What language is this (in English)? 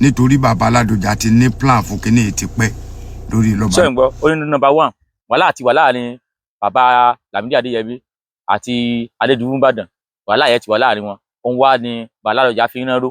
Yoruba